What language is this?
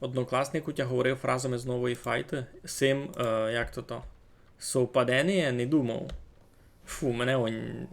Rusyn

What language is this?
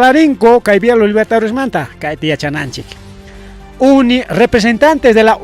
Ayacucho Quechua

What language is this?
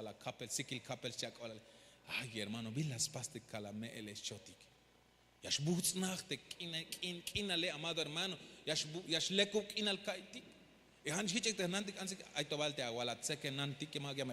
Tzeltal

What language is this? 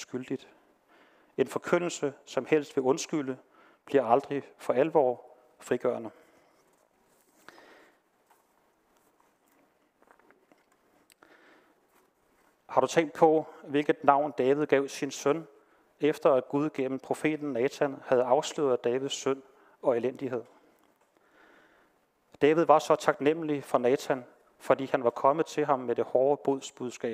Danish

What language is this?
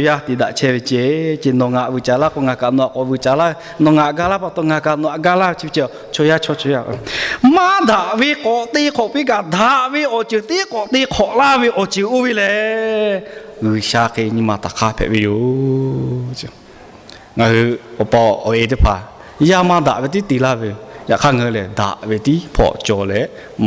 Lahu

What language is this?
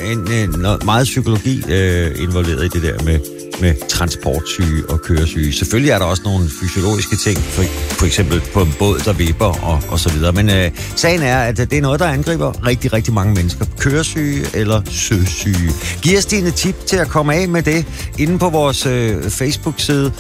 Danish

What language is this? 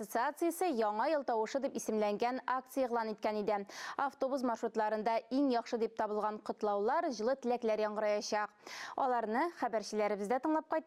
Tatar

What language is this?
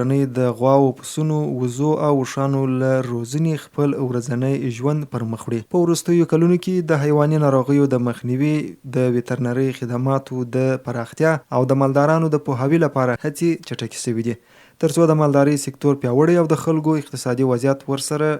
Pashto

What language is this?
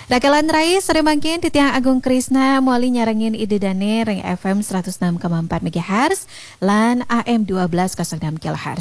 Balinese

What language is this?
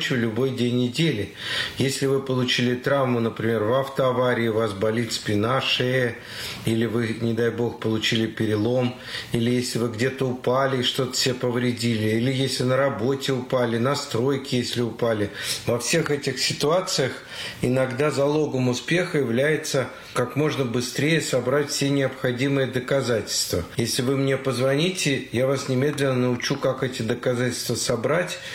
Russian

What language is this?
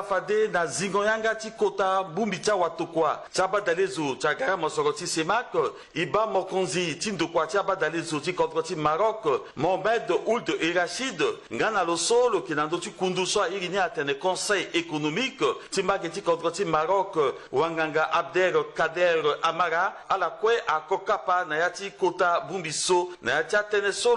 Sango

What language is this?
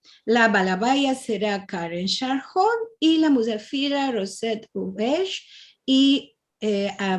Ladino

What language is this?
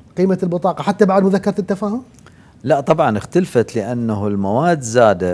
Mesopotamian Arabic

